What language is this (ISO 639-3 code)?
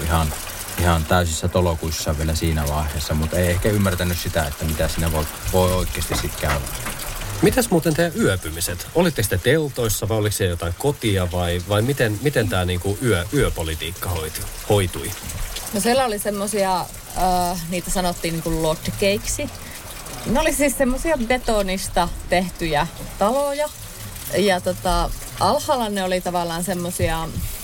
fin